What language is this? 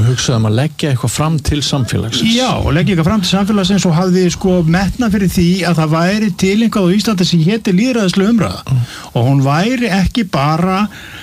Icelandic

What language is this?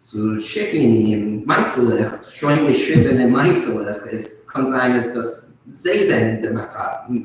Yiddish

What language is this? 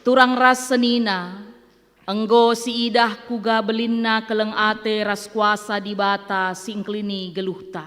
Batak Karo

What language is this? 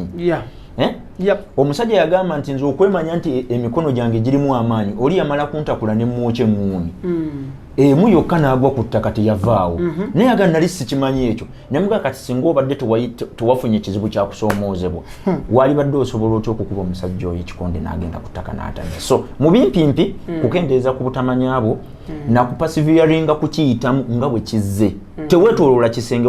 Ganda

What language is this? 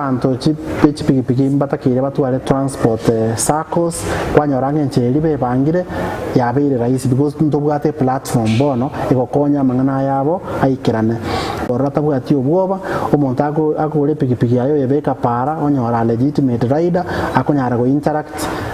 Gusii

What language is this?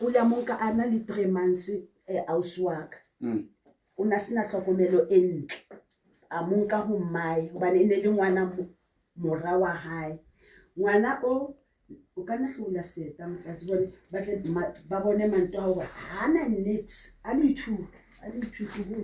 Southern Sotho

